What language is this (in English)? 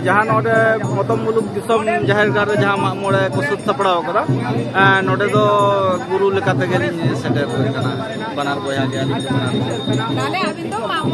Santali